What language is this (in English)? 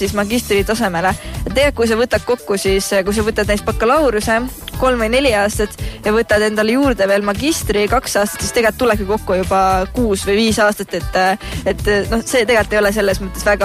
Estonian